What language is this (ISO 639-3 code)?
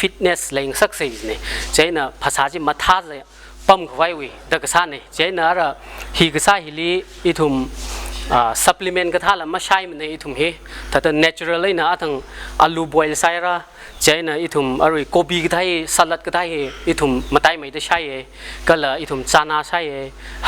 nmf